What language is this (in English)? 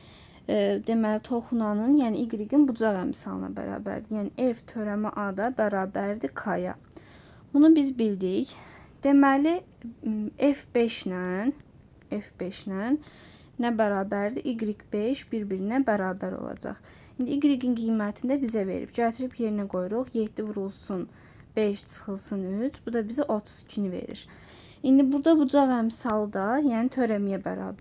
Azerbaijani